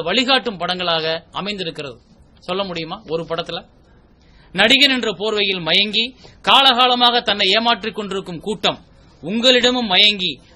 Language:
Tamil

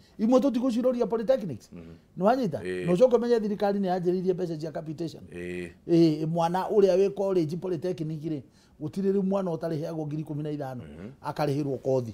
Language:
Kikuyu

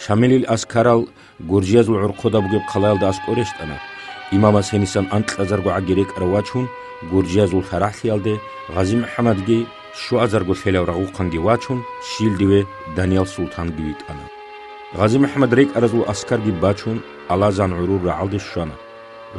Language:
Avaric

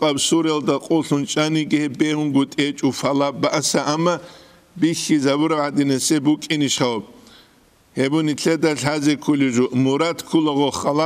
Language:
Avaric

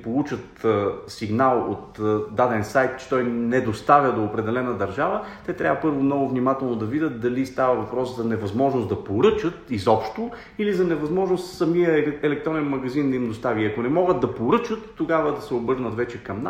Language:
Bulgarian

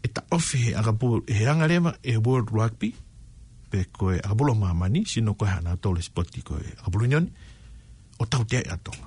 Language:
Tongan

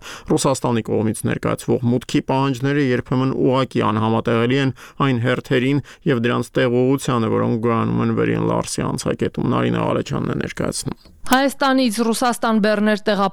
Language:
Armenian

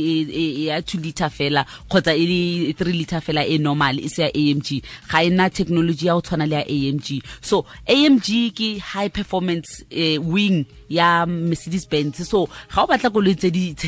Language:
Tswana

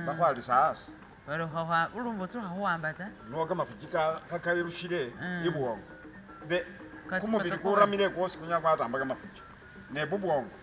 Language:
Masaaba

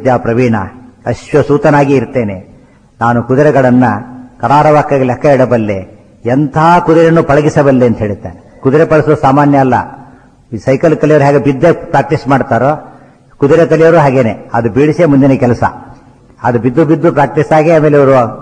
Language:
Kannada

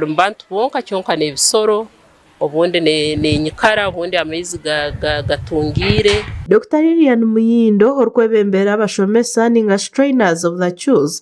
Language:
Nyankole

